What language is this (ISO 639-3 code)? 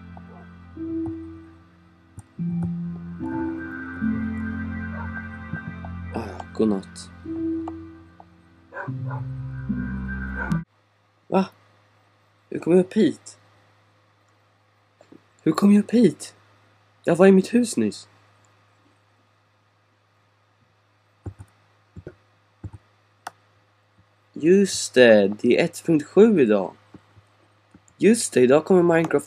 swe